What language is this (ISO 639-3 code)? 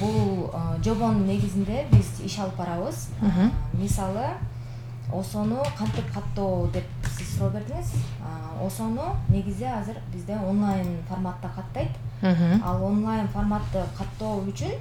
kir